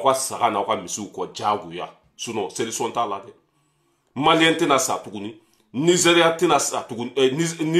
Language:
Bambara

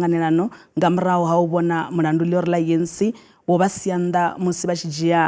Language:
Venda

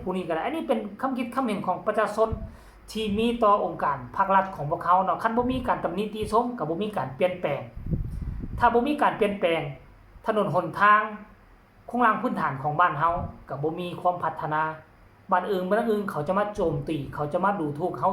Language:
Lao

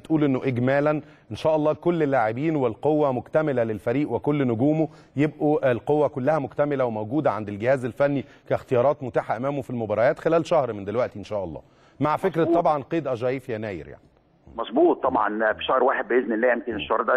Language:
Egyptian Arabic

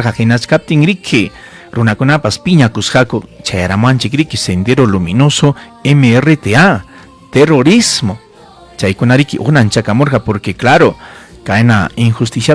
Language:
Ayacucho Quechua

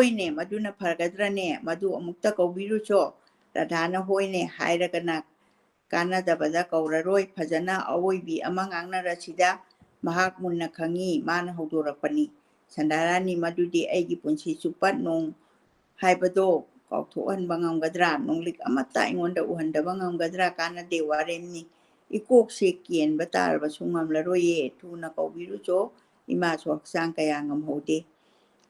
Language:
Manipuri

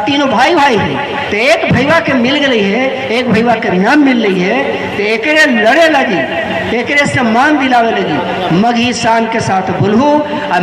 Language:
Magahi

